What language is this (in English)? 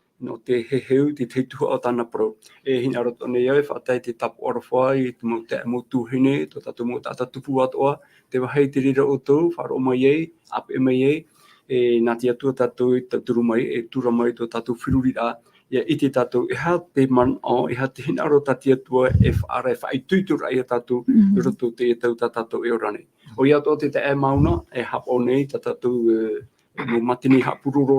Tahitian